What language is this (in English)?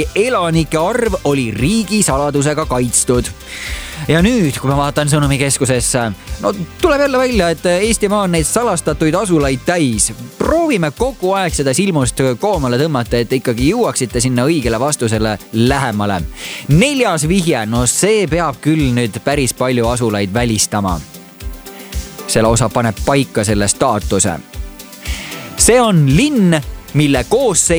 Estonian